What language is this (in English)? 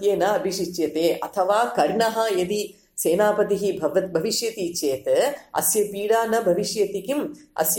Sanskrit